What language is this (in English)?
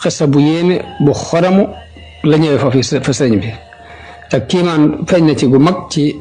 Wolof